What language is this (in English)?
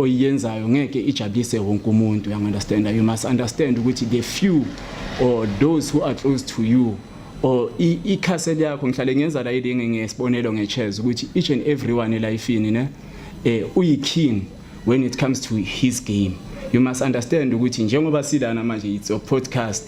Zulu